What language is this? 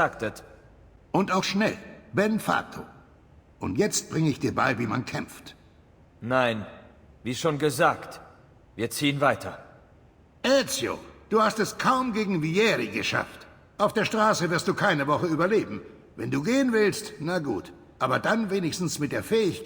Bavarian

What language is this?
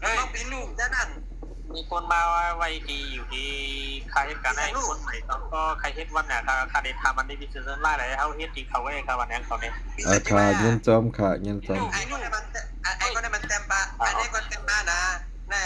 Northeastern Thai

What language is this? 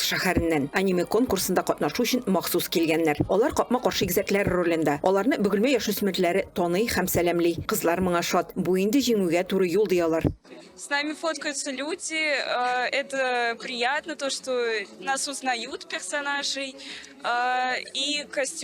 Tatar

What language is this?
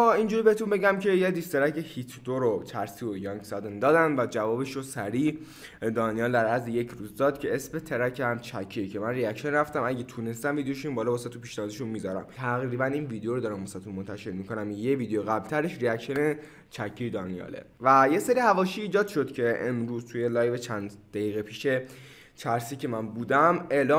Persian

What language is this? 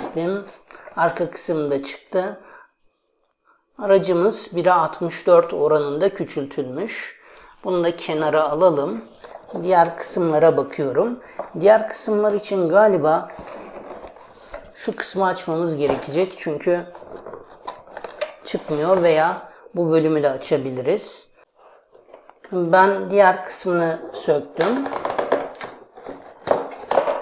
Turkish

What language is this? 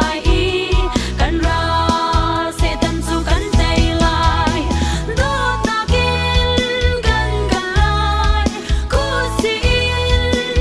Falam Chin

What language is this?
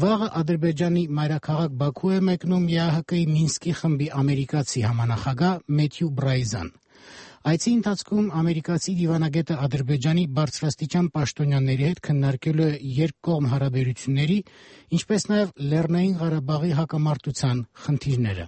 Armenian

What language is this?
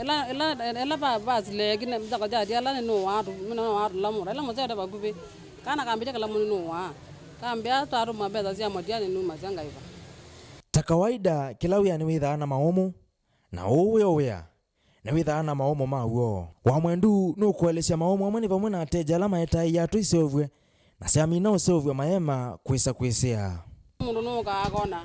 Kamba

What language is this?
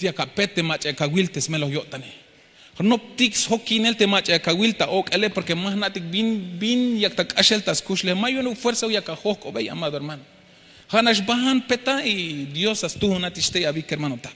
Tzeltal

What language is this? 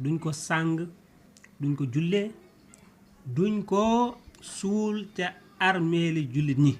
Wolof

